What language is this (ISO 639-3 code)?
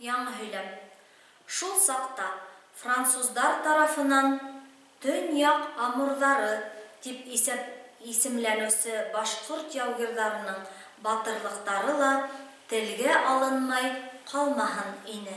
bak